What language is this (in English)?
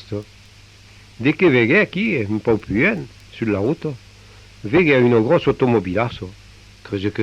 Occitan